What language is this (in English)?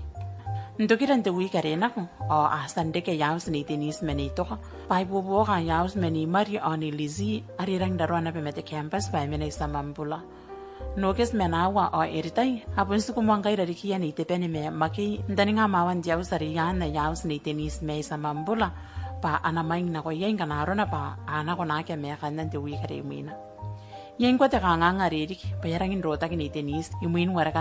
Gilbertese